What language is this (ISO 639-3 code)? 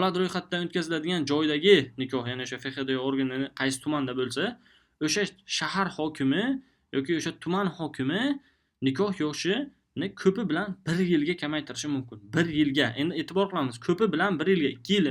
uzb